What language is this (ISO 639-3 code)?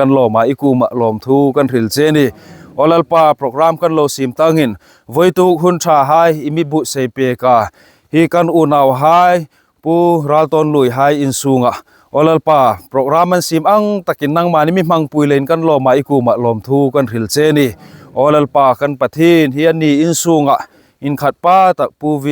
hmr